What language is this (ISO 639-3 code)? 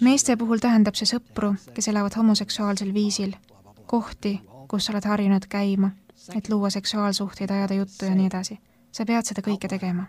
est